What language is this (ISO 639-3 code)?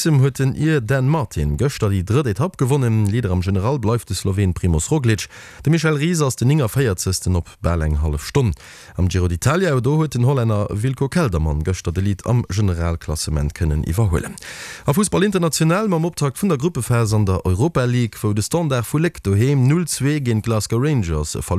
ltz